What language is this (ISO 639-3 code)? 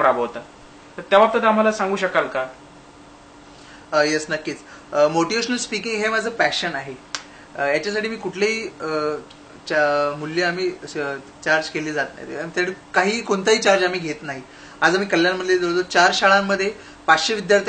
mar